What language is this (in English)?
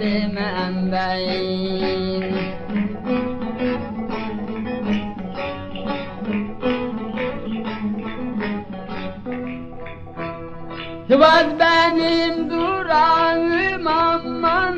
Turkish